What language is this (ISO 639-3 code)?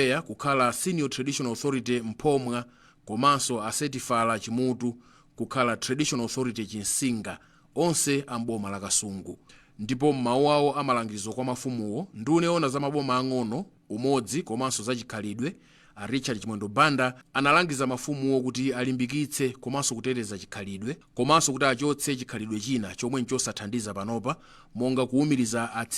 nya